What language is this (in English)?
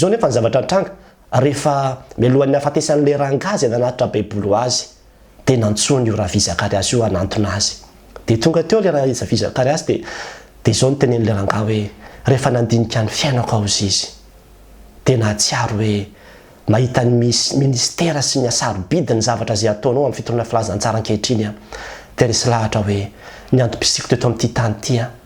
Malagasy